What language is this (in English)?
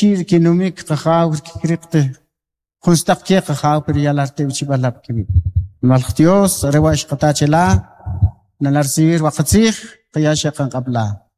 Kʼicheʼ